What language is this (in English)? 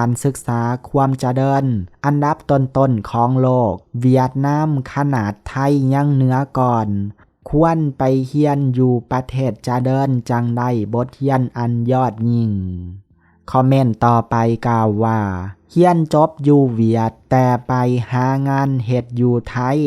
Lao